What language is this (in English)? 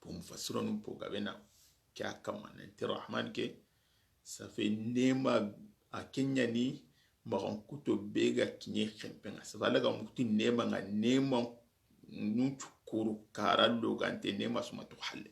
Soninke